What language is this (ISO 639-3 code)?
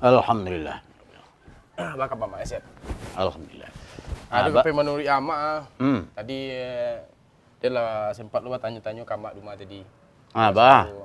min